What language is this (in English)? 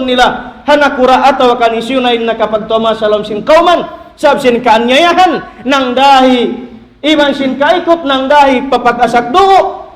Tausug